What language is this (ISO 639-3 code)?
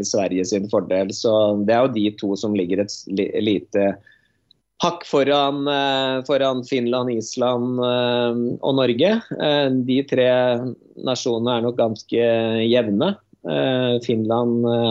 nor